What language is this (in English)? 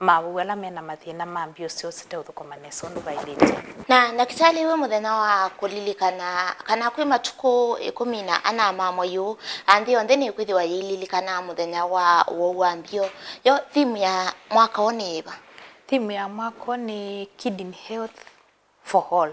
Kamba